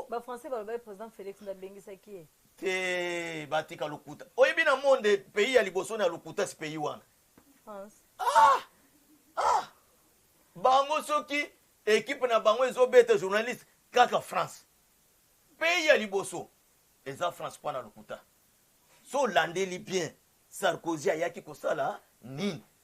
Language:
Lingala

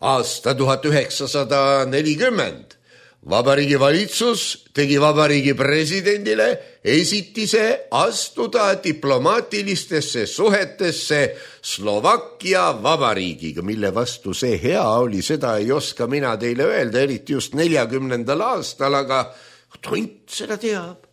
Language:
Estonian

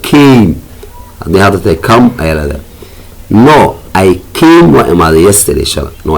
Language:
Somali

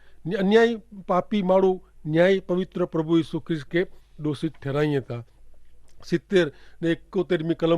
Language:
Kachhi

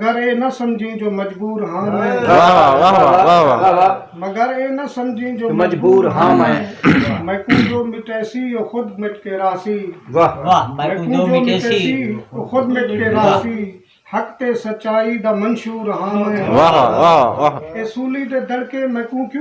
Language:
Saraiki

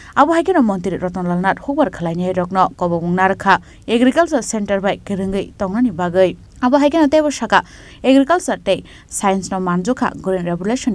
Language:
Kok Borok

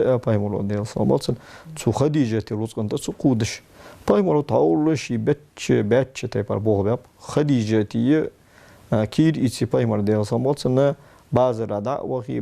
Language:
Ingush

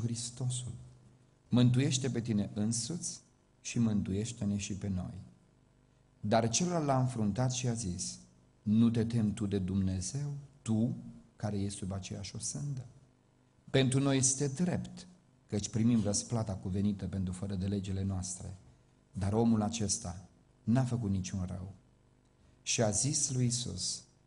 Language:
Romanian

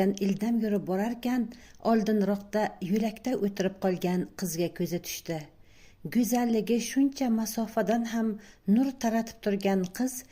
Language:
Uzbek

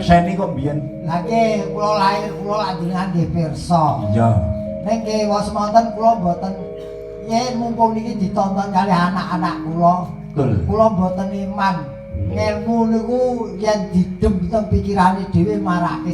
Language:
Javanese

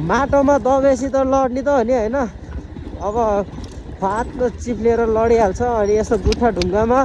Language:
Nepali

